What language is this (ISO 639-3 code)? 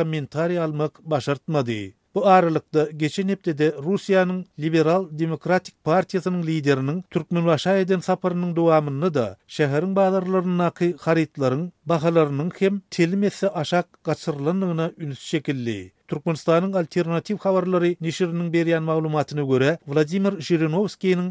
tuk